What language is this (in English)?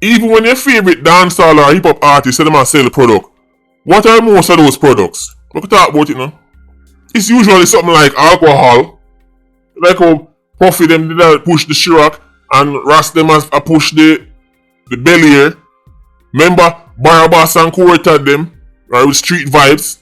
Jamaican Creole English